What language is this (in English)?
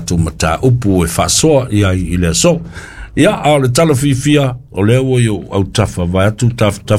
Samoan